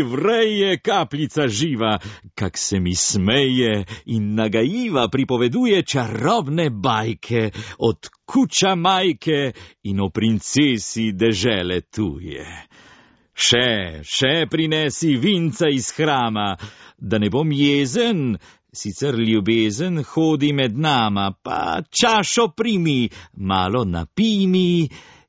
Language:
Slovenian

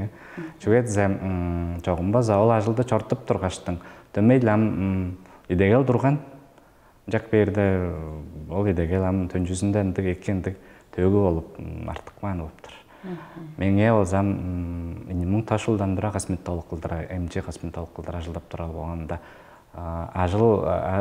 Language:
Tuvinian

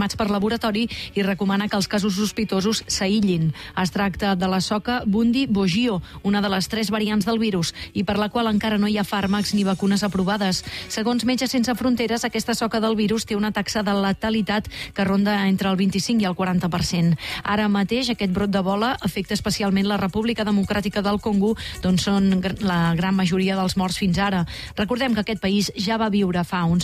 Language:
Catalan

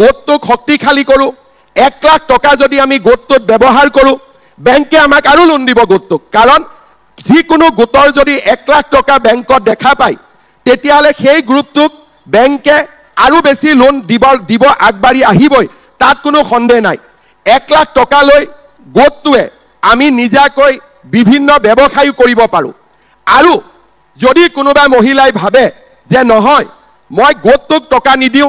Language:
Assamese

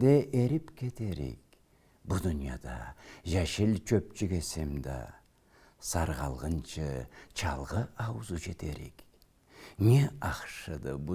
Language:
Karachay-Balkar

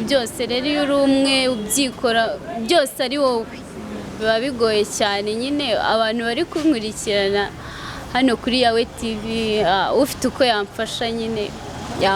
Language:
Kinyarwanda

